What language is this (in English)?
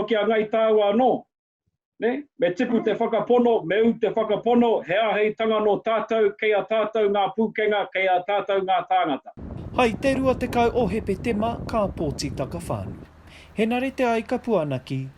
Māori